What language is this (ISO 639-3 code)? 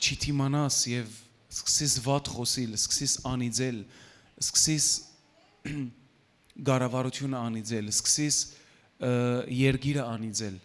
hyw